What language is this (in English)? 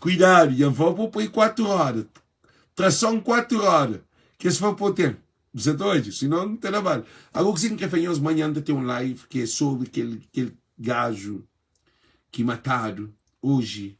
Kabuverdianu